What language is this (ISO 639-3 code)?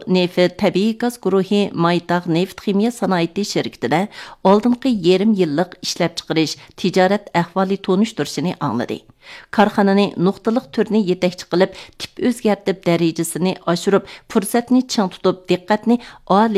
uig